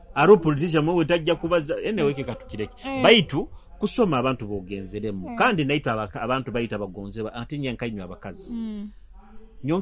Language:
Nyoro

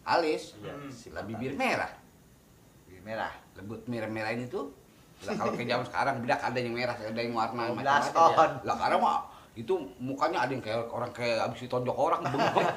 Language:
Betawi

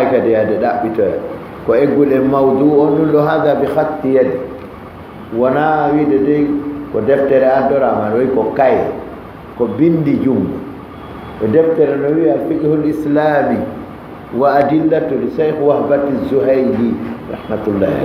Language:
Fula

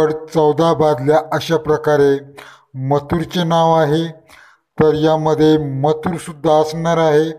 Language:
Marathi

